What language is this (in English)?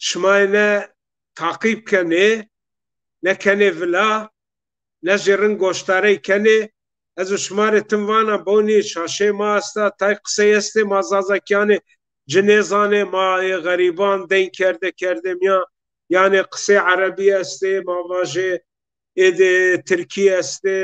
Zaza